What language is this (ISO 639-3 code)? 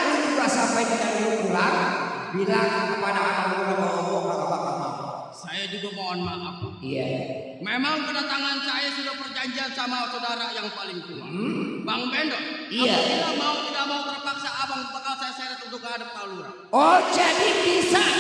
bew